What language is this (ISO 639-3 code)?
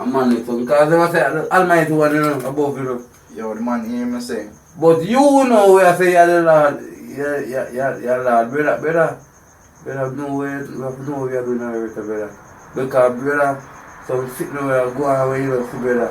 jam